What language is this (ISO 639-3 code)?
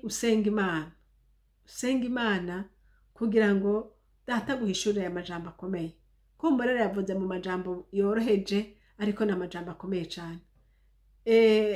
run